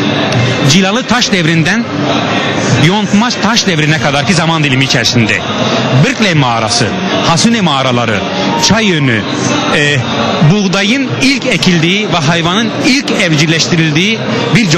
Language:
Turkish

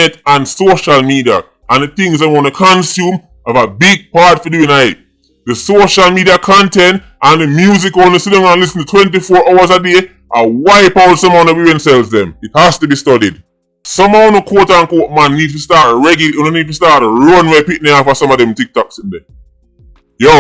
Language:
Jamaican Creole English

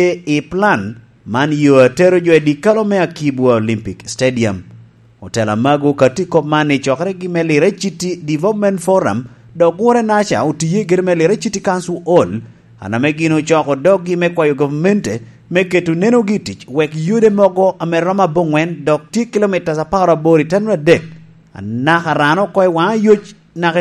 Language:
Lango (Uganda)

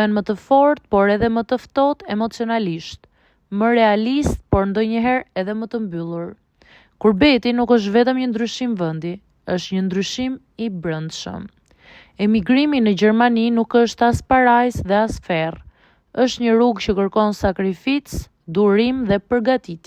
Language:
Albanian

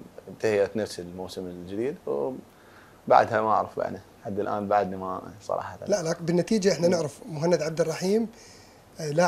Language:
Mesopotamian Arabic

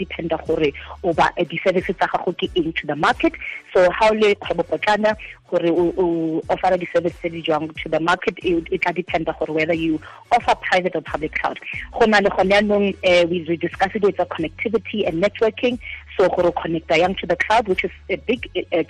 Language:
Tswana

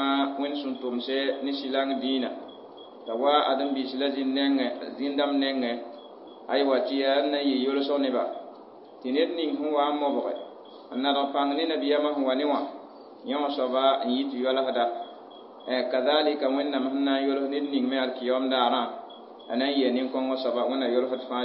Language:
Mossi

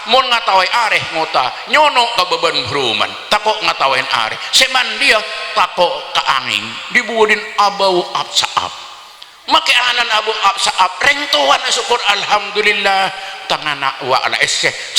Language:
Madurese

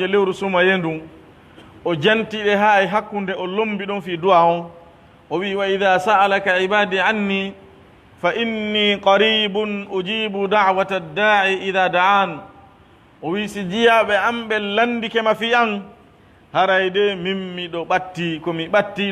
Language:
Pular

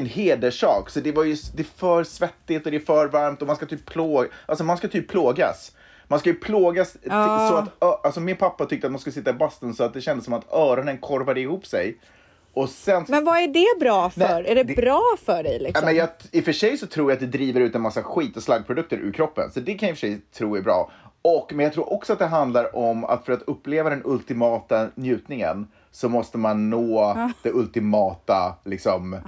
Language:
Swedish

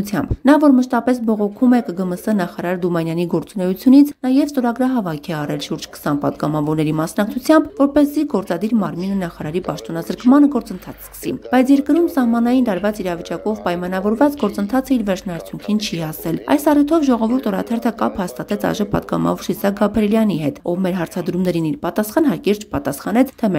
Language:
Armenian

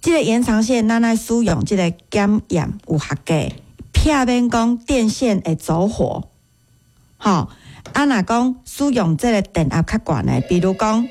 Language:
Min Nan Chinese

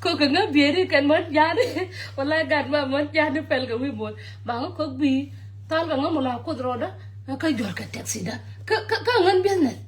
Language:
Nuer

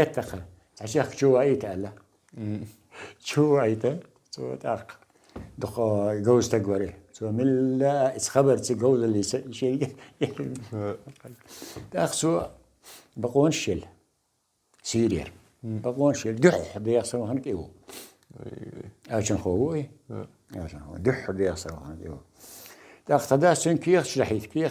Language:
Chechen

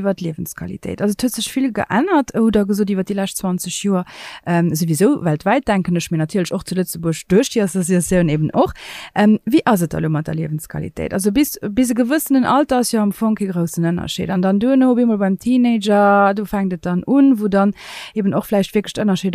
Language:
Luxembourgish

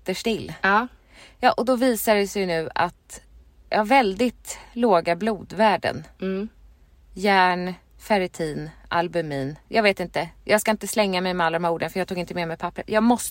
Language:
Swedish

